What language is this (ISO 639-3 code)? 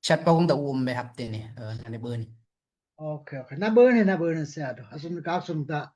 dao